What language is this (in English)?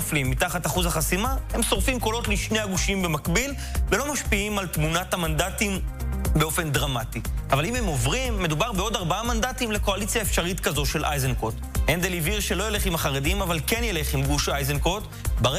Hebrew